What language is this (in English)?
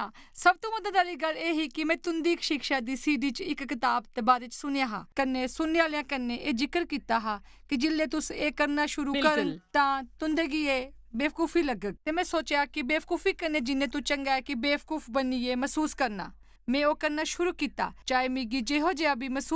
Dogri